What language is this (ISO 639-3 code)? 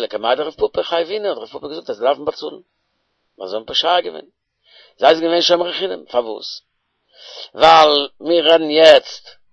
yid